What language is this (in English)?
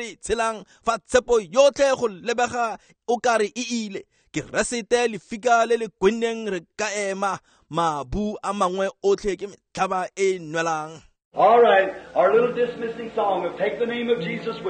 Tswana